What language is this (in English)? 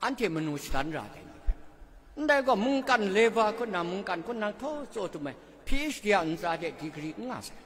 Kachin